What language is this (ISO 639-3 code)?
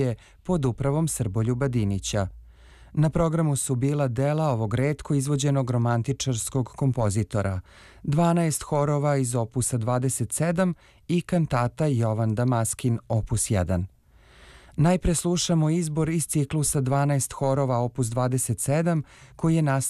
srp